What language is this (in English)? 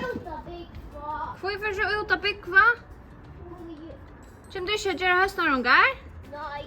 Faroese